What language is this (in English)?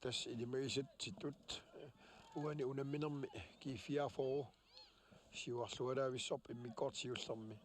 Kalaallisut